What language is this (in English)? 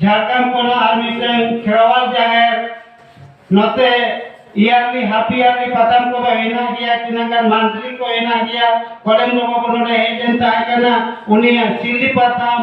Santali